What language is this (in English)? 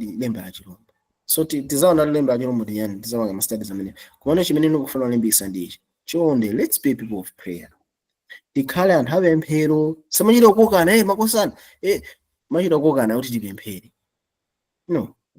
Nyanja